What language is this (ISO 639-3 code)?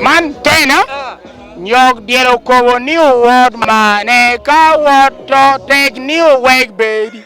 laj